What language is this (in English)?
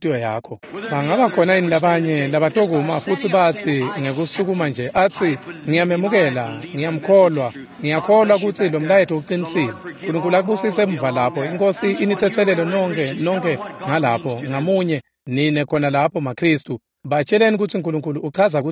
Swati